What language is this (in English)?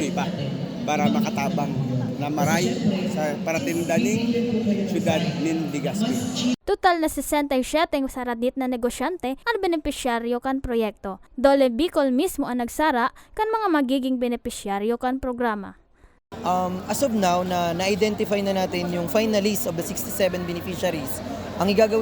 Bikol